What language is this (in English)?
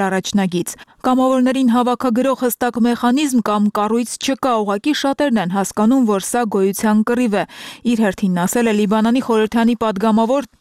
Armenian